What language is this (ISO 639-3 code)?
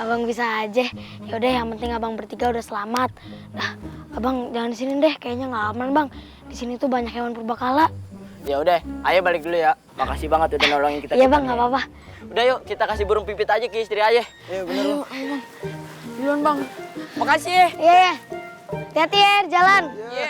bew